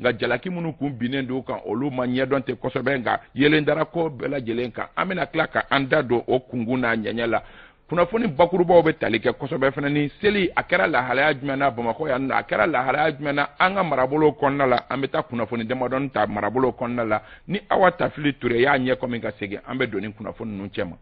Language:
Bambara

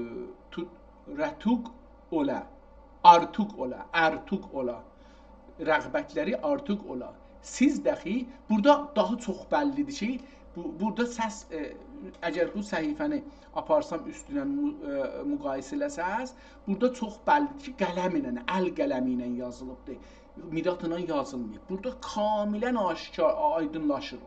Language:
South Azerbaijani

